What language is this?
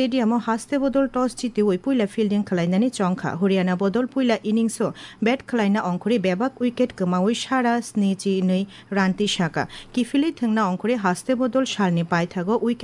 Kok Borok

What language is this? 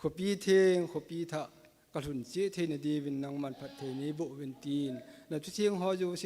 Thado Chin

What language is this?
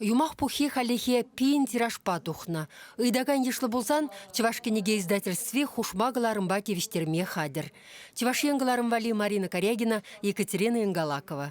Chuvash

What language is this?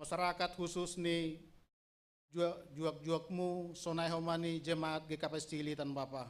Batak Simalungun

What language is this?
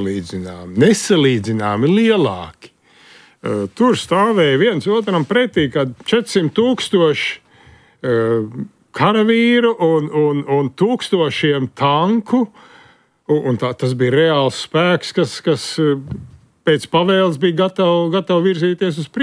Latvian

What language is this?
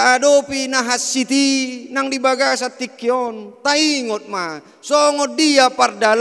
Batak Toba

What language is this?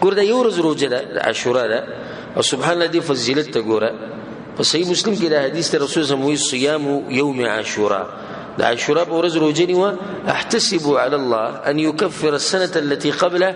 Pashto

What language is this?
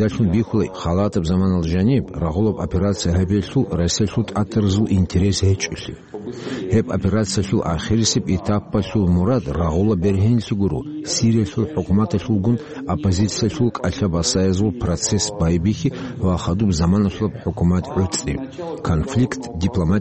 Avaric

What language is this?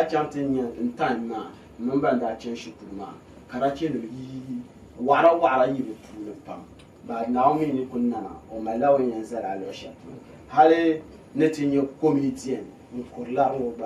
Dagbani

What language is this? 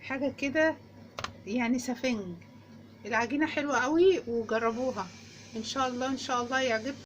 Egyptian Arabic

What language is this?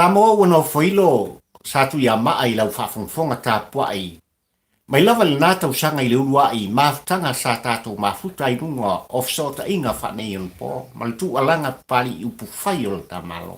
Samoan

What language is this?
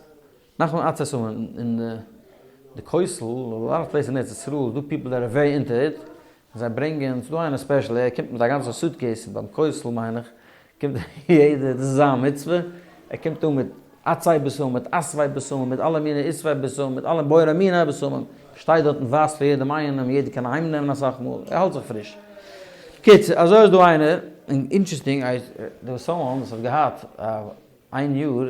Yiddish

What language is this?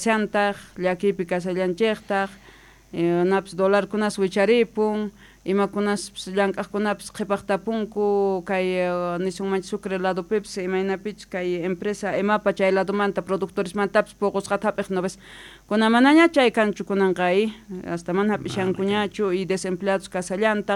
South Bolivian Quechua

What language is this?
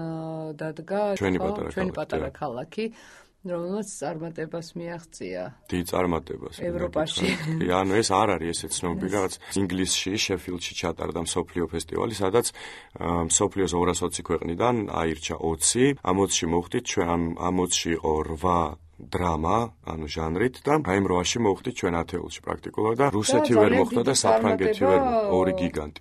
Georgian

